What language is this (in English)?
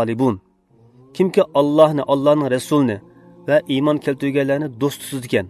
Uyghur